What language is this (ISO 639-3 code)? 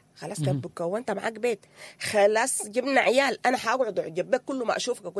apd